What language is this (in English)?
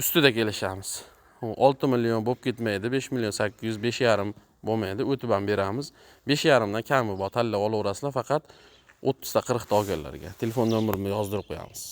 Uzbek